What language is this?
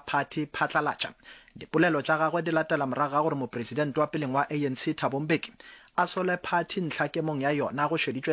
Northern Sotho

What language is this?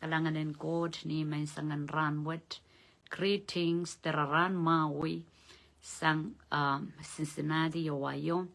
Pohnpeian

